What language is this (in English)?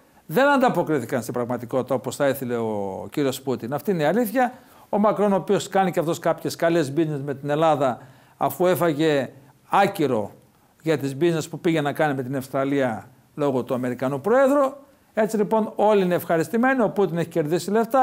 Greek